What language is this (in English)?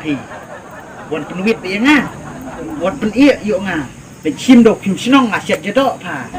Khasi